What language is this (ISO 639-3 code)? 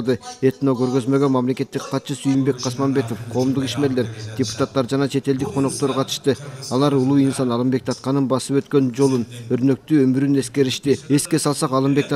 kir